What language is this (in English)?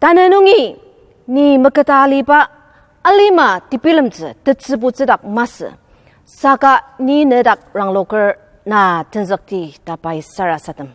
Ao Naga